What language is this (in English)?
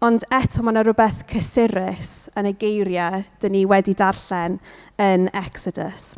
Welsh